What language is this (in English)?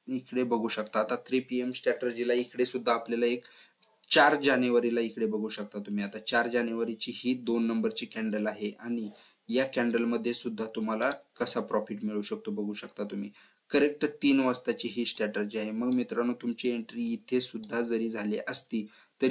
Marathi